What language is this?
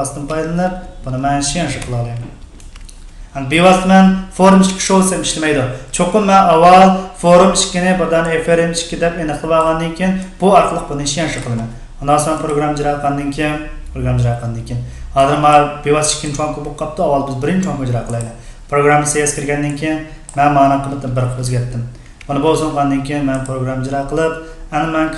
Uyghur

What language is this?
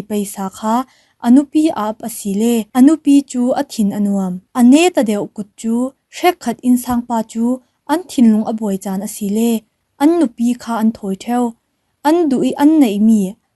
Falam Chin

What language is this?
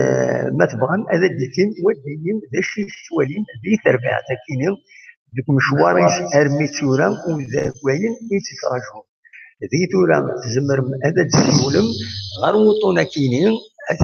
Kabyle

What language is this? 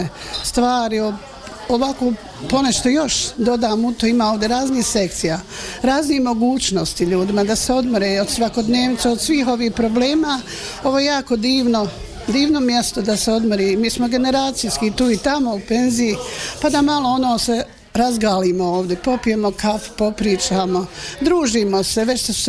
Bosnian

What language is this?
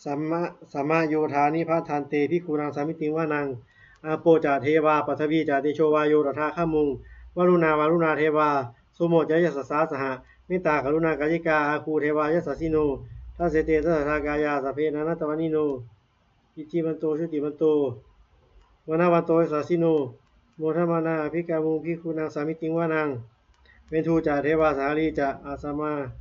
Pali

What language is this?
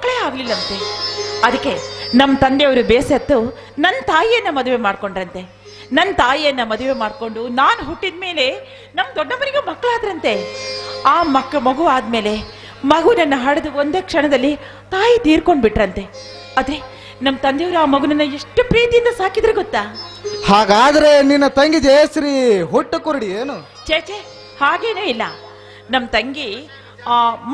Kannada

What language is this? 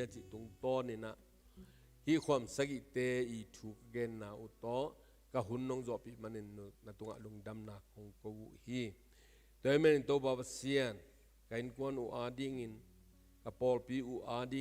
Tedim Chin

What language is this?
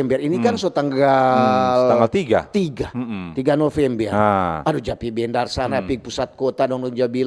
Manado Malay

